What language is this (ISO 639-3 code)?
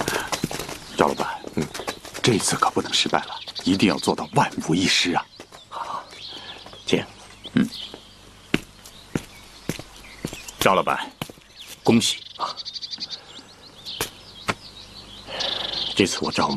zho